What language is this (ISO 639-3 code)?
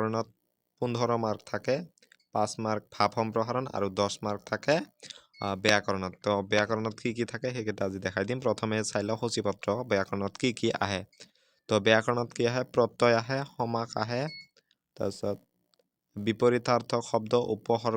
asm